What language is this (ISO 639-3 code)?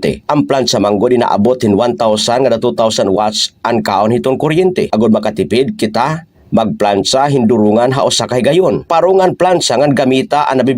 war